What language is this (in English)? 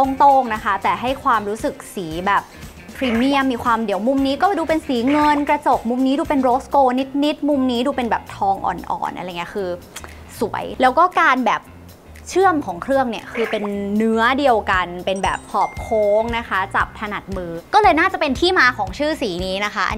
Thai